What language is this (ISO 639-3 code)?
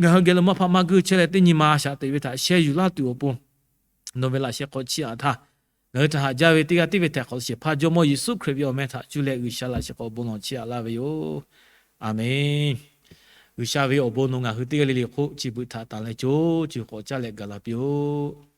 lhu